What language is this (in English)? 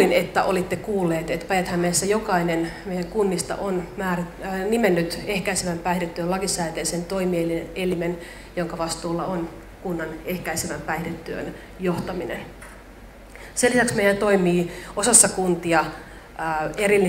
Finnish